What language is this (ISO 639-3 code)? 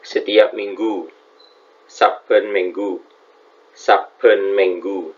mad